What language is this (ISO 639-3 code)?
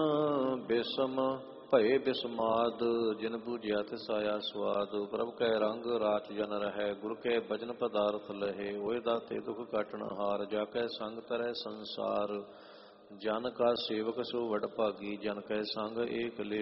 pan